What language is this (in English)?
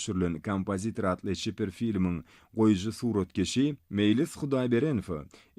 Turkmen